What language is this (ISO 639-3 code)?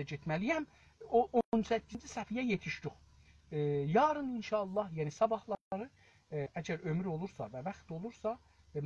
azb